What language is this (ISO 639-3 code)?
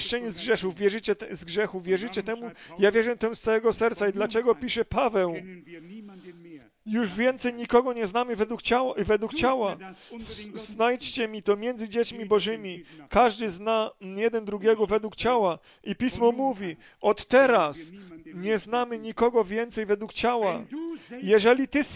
pol